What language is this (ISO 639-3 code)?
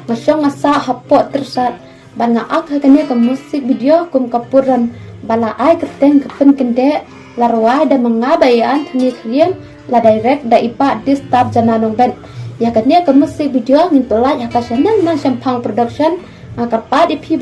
kha